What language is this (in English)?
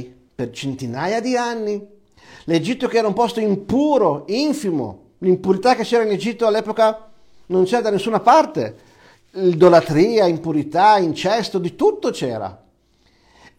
Italian